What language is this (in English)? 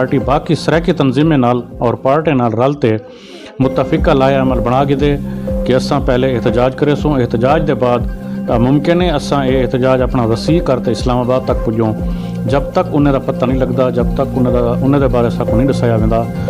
Saraiki